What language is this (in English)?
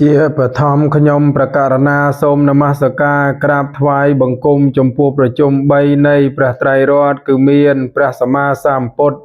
Khmer